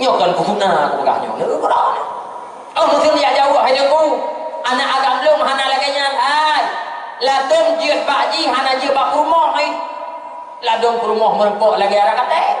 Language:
Achinese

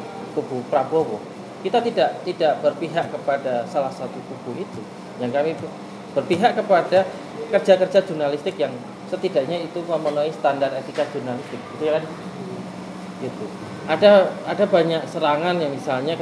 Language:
Indonesian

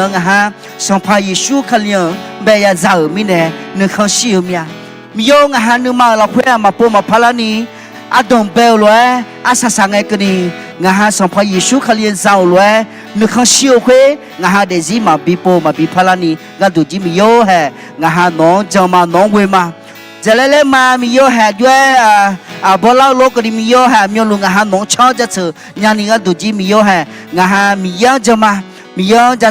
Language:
Akha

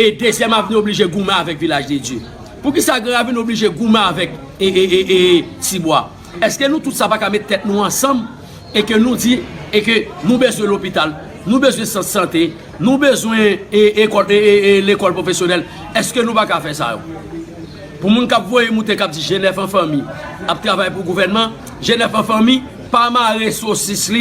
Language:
Haitian Creole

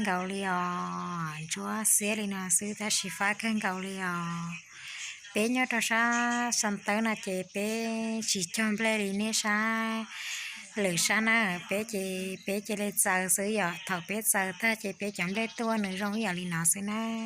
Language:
Hmong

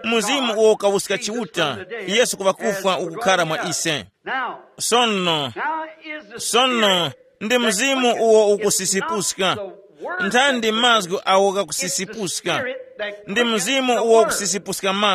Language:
Tumbuka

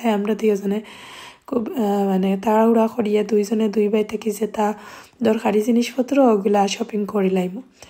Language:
Sylheti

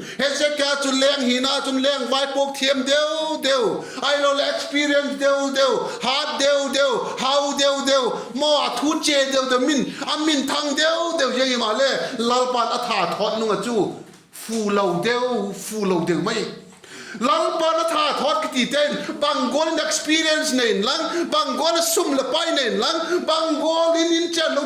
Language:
Vaiphei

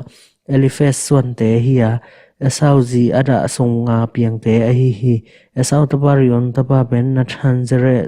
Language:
Tedim Chin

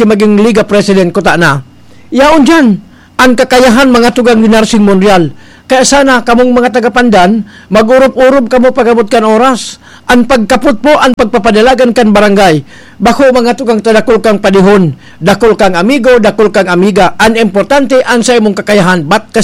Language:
Bikol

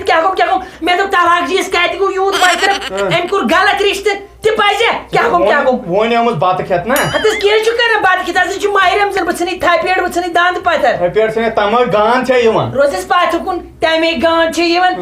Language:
Kashmiri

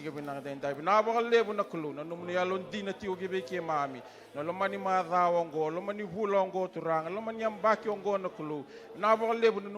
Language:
Fijian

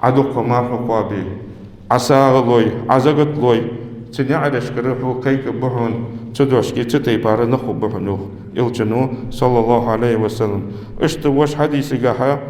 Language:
Ingush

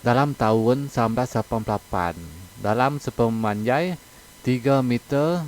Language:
Iban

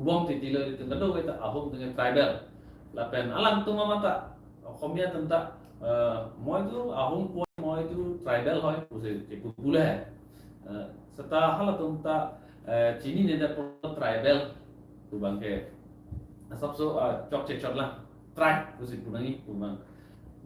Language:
Karbi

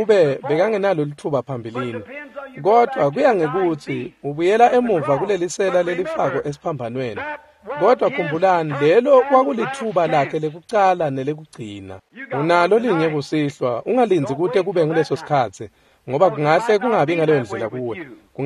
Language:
Swati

